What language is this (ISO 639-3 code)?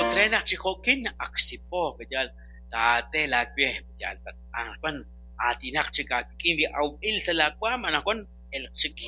kek